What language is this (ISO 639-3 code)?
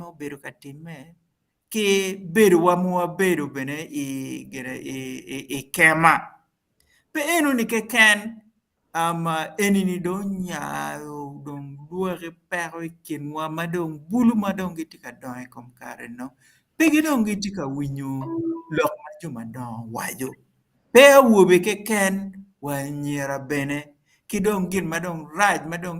ach